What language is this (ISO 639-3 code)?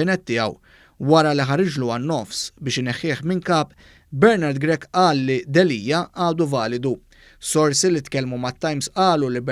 mlt